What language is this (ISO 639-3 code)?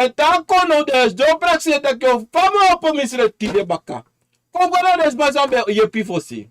srn